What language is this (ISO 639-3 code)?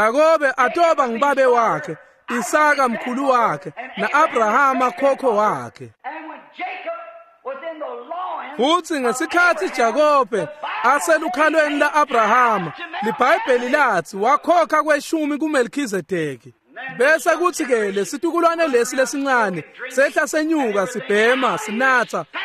ssw